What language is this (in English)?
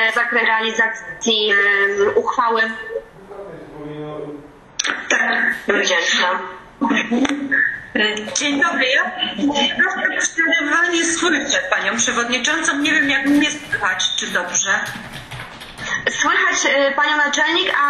Polish